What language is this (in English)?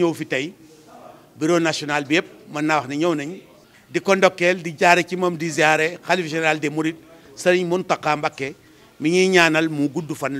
Wolof